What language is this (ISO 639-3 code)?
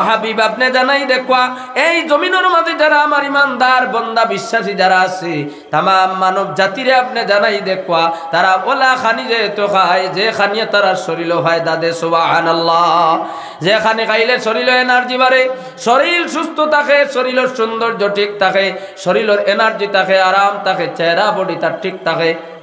syl